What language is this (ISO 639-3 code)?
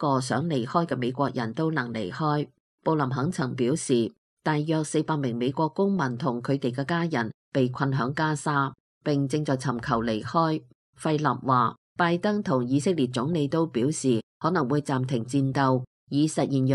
yue